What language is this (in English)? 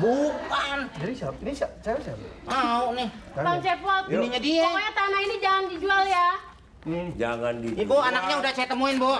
Betawi